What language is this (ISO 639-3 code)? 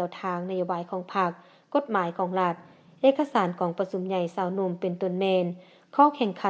lao